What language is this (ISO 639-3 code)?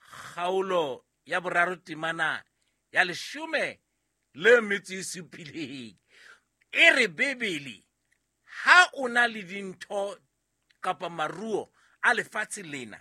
sot